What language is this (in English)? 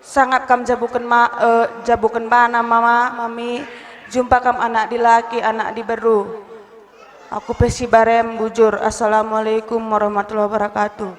Batak Karo